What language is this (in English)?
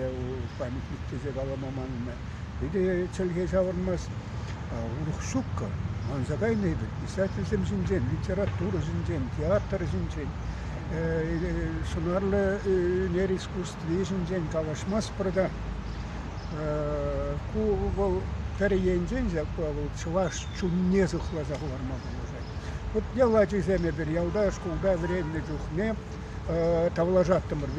Chuvash